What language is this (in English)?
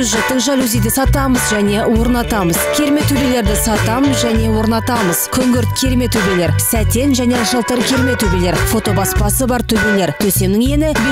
Kazakh